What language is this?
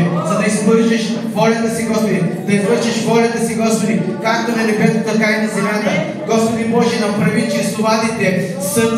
Bulgarian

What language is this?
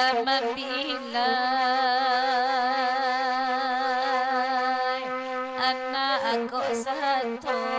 Minangkabau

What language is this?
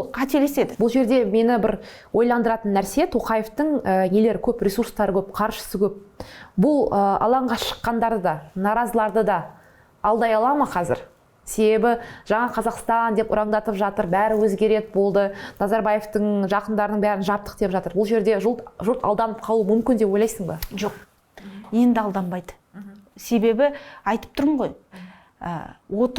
Kazakh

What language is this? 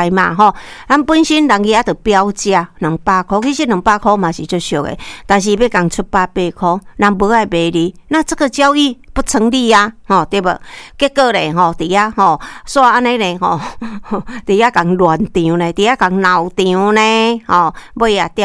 Min Nan Chinese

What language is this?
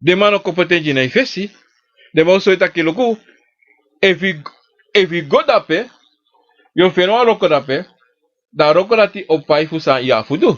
Sranan Tongo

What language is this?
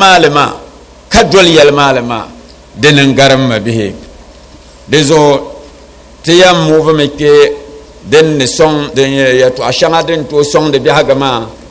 Dagbani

